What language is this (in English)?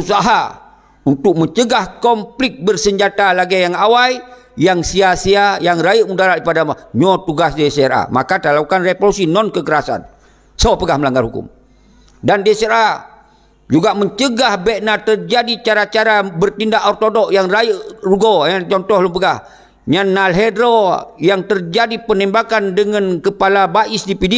Achinese